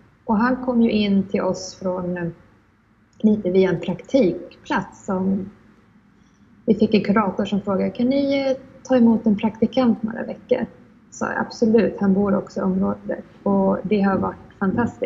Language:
Swedish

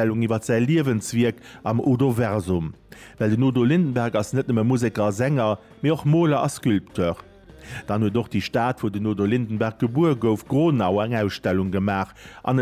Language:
Luxembourgish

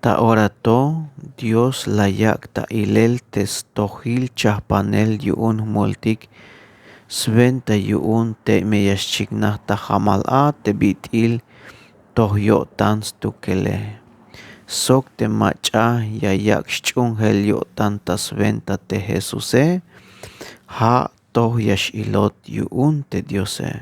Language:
Tzeltal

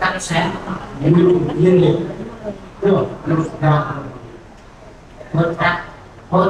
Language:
Central Mnong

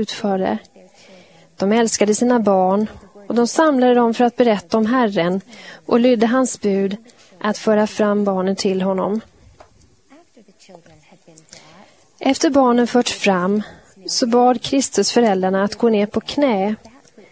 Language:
Swedish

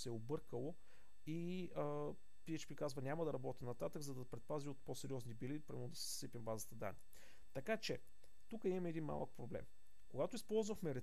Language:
Bulgarian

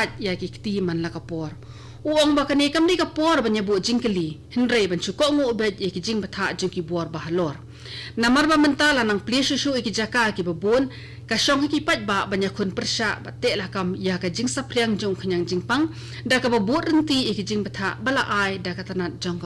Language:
Khasi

